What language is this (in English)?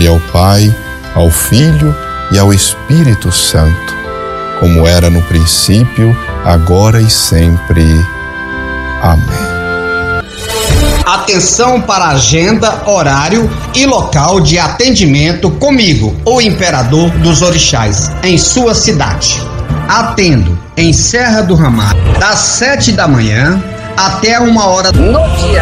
Portuguese